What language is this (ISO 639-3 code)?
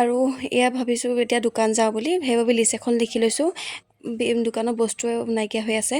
asm